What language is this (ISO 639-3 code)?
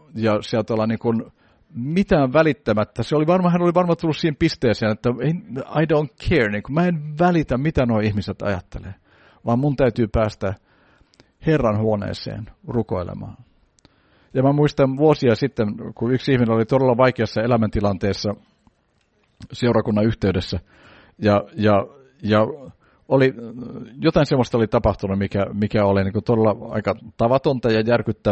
fin